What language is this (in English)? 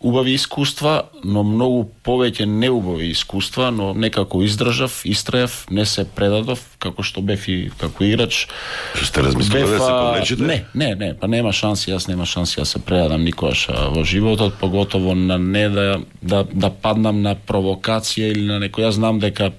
Macedonian